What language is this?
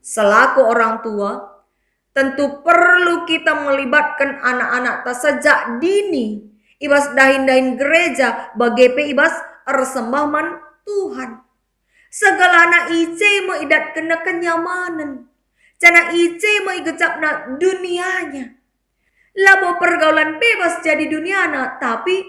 Batak Karo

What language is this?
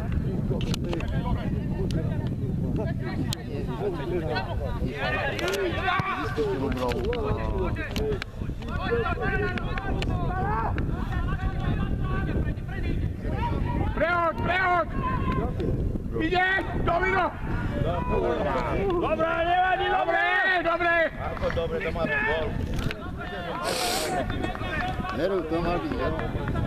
Slovak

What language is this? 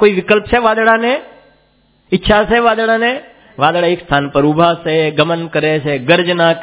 Gujarati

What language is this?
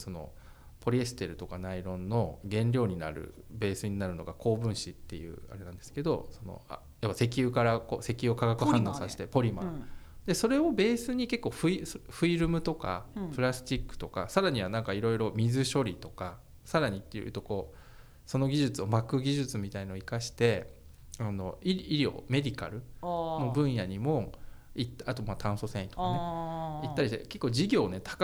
Japanese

